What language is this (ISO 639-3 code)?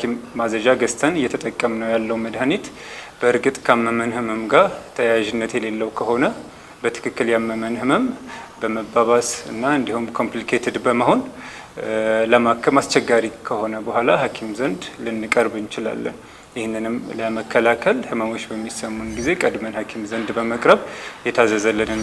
amh